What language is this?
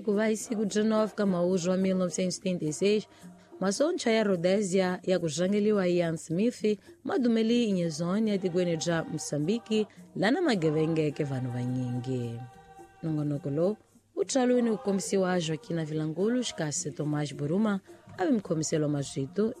Tsonga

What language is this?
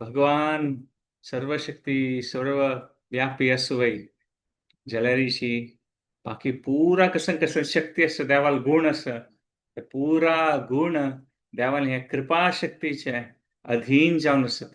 Konkani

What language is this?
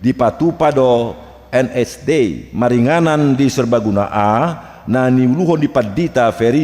Batak Toba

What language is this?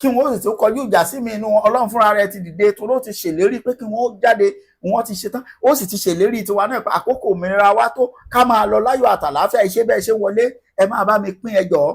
Yoruba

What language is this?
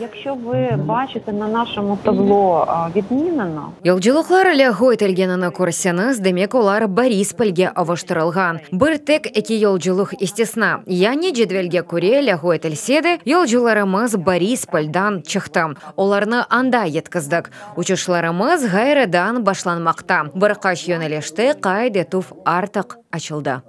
Crimean Tatar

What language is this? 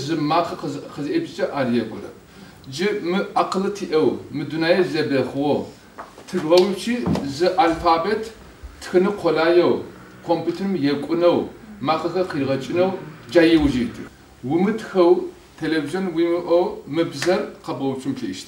Adyghe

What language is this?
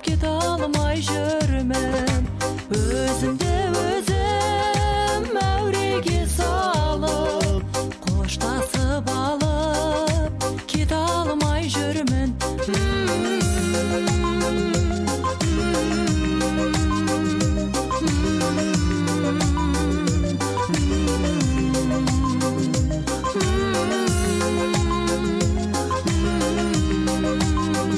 Kazakh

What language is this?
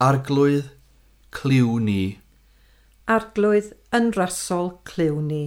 Welsh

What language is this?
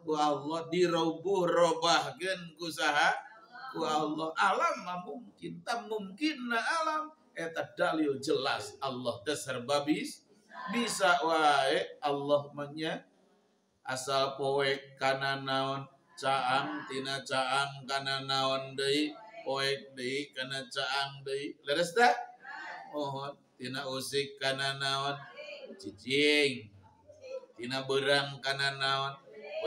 Sundanese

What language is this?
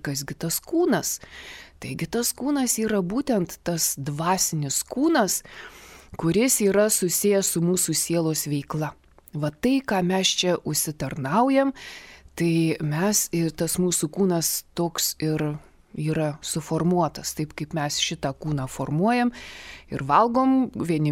Lithuanian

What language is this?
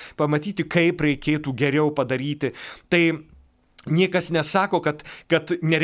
Lithuanian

